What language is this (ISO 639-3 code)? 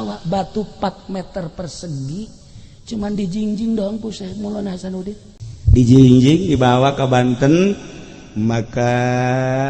sun